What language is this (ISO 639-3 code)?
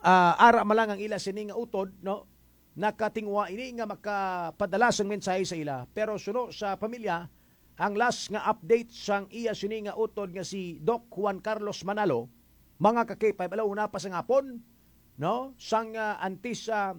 hil